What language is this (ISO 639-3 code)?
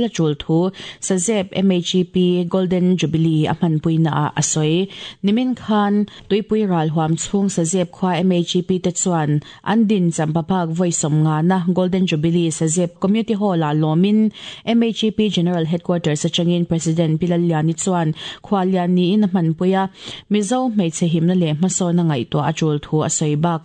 lus